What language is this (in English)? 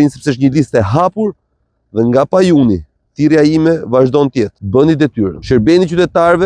Albanian